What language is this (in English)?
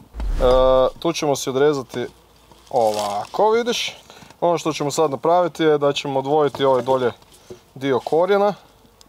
Croatian